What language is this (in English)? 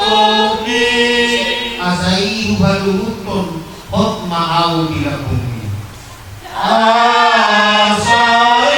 Batak Toba